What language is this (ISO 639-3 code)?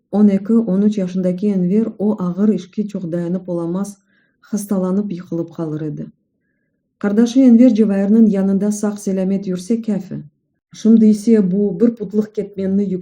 crh